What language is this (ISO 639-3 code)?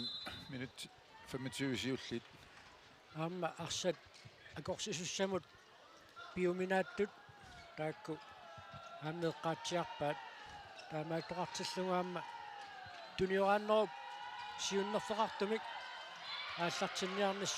kal